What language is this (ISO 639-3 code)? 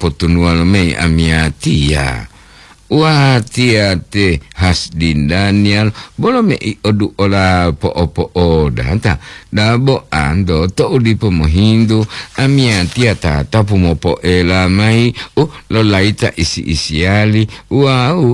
gor